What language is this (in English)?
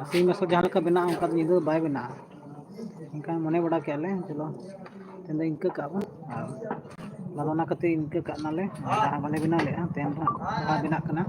Santali